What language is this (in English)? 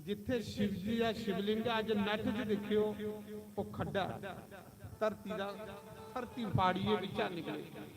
Dogri